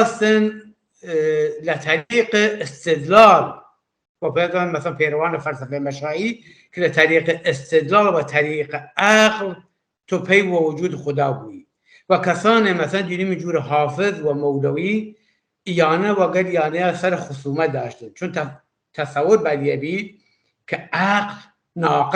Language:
Kurdish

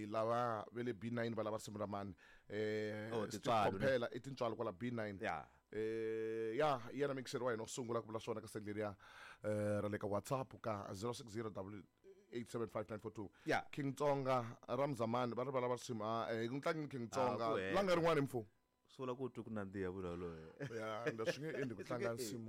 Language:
Tsonga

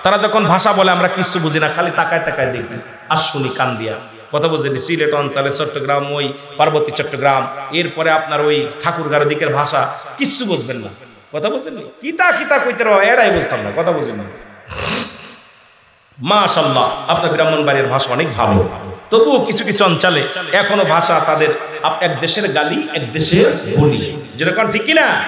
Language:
Bangla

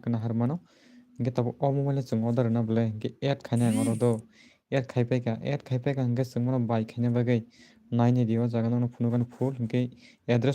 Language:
Kok Borok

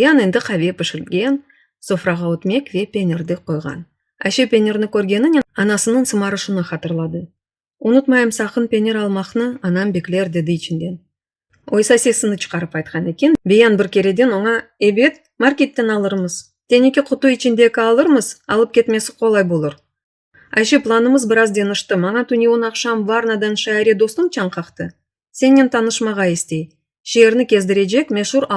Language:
Crimean Tatar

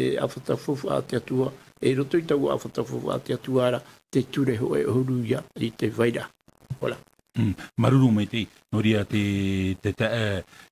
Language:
Tahitian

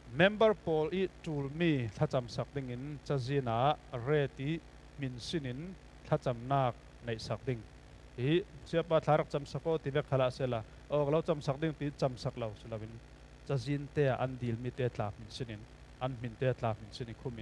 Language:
Falam Chin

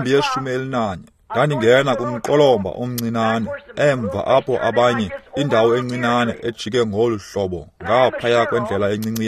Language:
Xhosa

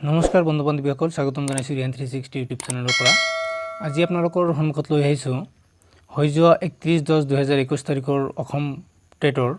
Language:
Assamese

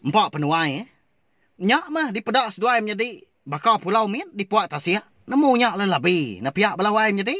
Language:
Iban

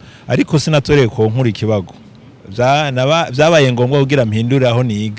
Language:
Rundi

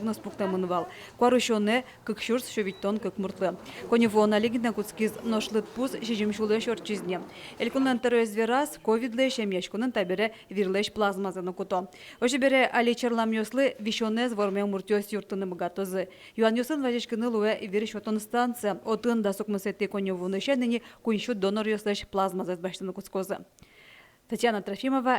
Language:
Udmurt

